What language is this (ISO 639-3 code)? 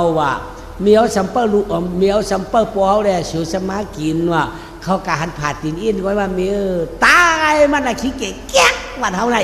shn